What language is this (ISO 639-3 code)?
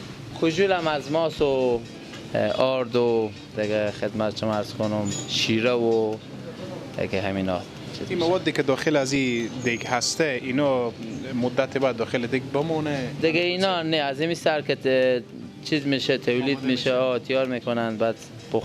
fas